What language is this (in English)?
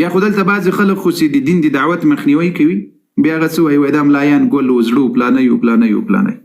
Pashto